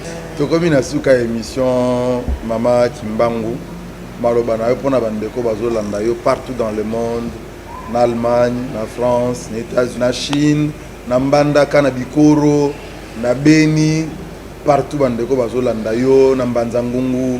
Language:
Lingala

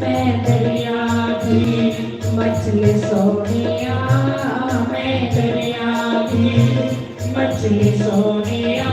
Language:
Dogri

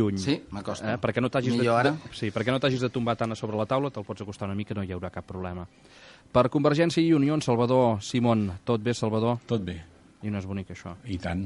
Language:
Catalan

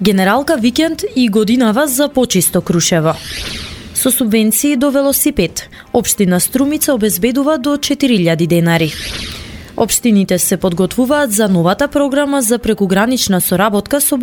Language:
Macedonian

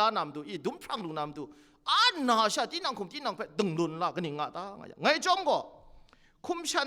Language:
Kachin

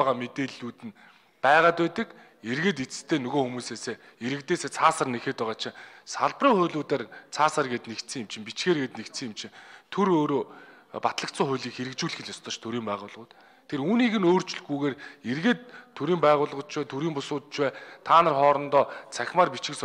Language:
Mongolian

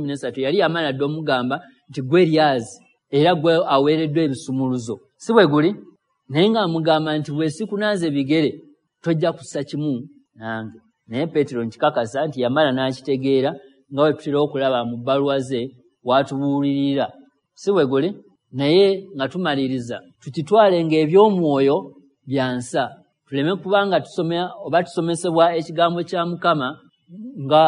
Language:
Ganda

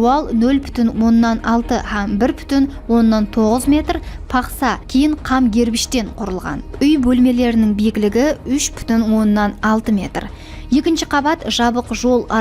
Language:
Kara-Kalpak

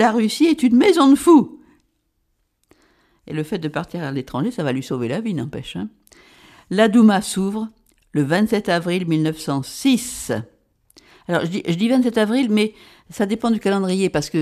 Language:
French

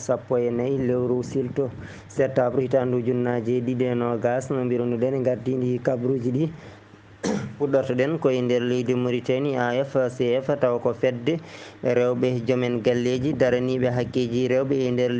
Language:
Fula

